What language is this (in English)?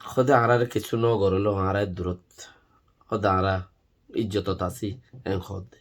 Rohingya